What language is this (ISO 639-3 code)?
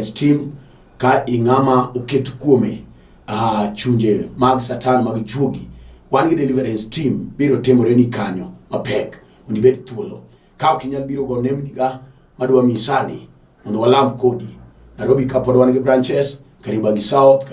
luo